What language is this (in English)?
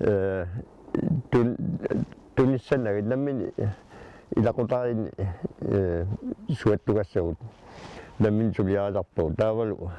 Kalaallisut